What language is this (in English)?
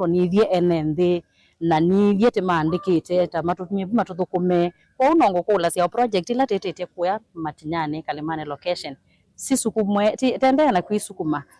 Kamba